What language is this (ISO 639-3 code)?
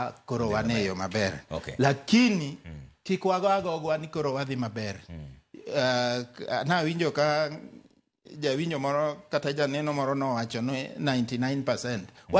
luo